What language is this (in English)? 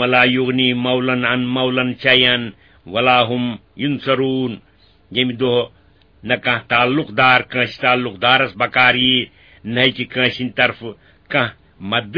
Kashmiri